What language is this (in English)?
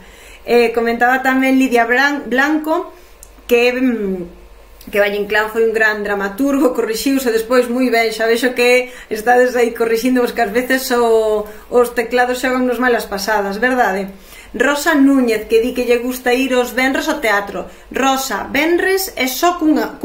Galician